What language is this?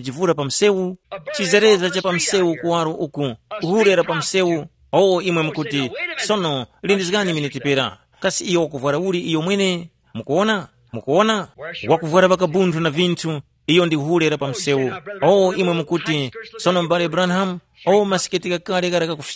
Tumbuka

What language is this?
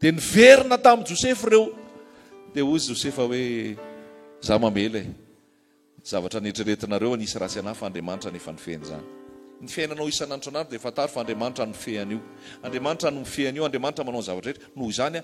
Malagasy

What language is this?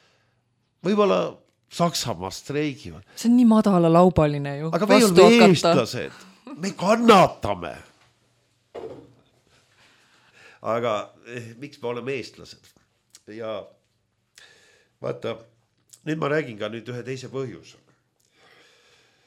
Estonian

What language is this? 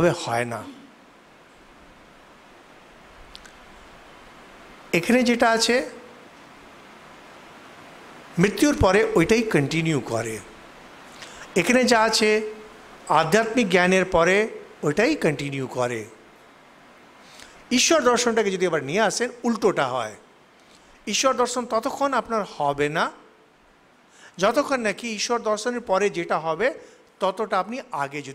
Bangla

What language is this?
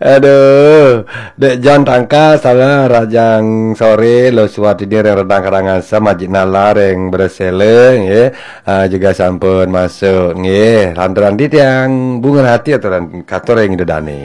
Balinese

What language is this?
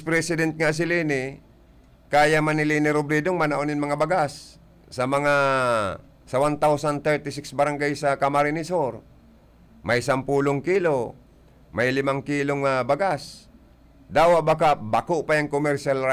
Bikol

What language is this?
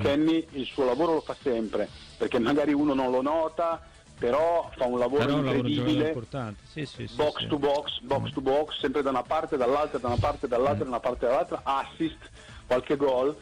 Italian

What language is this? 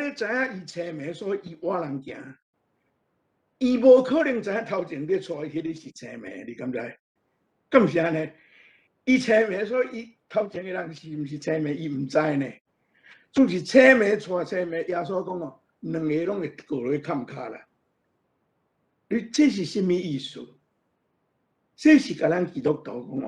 Min Nan Chinese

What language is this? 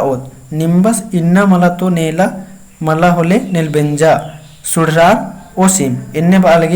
Kurukh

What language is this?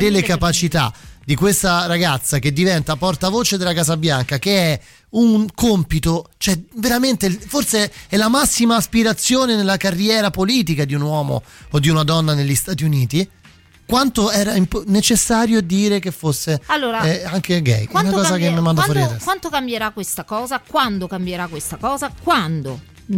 Italian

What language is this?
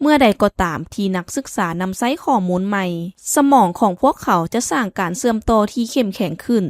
Lao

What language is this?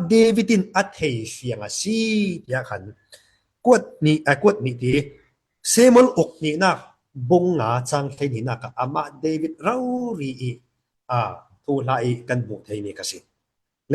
Falam Chin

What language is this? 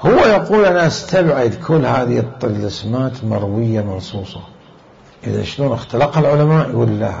Mesopotamian Arabic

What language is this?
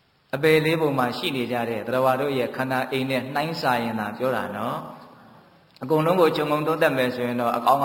Burmese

